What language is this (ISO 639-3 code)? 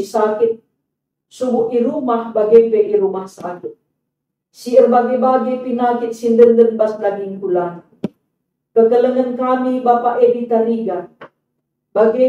btx